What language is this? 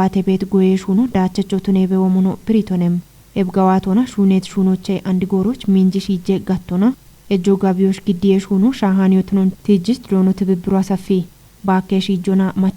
Kafa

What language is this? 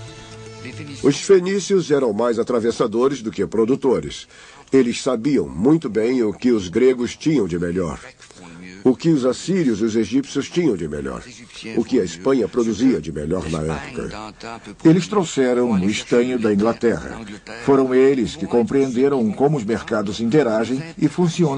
Portuguese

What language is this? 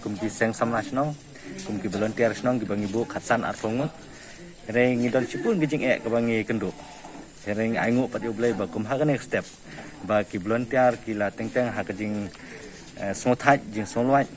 Khasi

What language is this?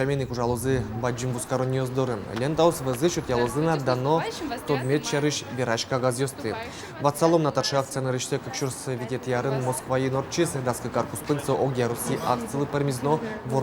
Udmurt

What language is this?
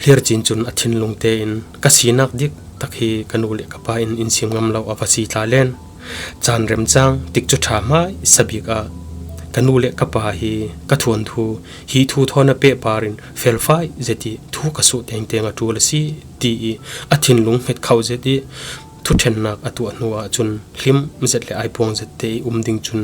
Falam Chin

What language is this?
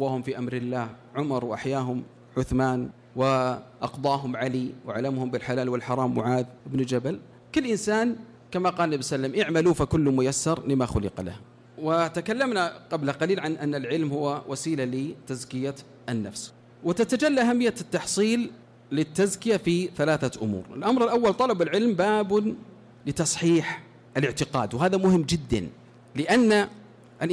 Arabic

